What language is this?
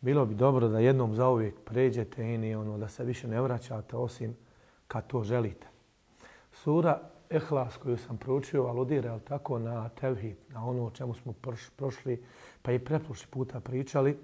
Bosnian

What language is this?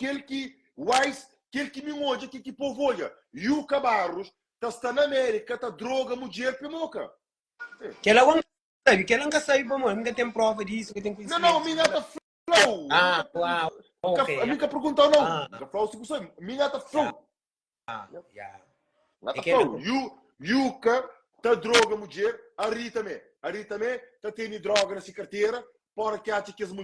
Kabuverdianu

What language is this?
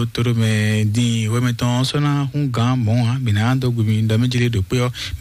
Fon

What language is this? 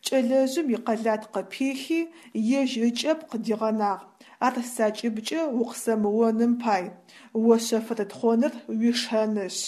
Adyghe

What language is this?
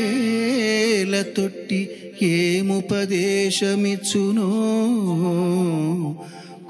Telugu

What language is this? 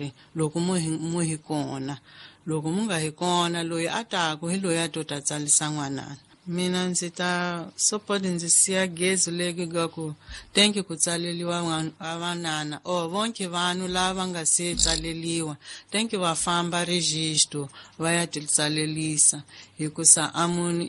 Tsonga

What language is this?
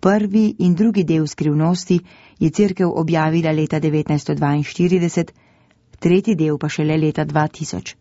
Slovenian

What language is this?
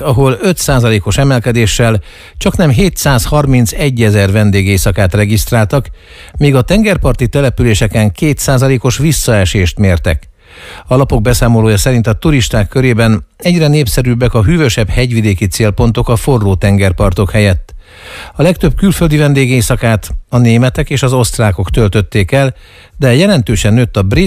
Hungarian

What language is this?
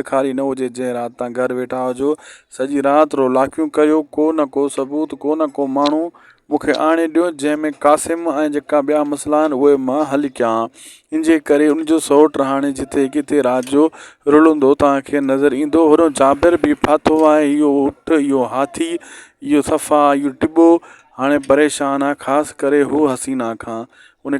Sindhi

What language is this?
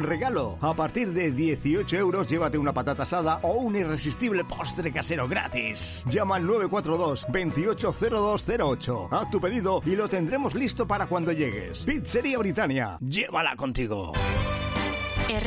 Spanish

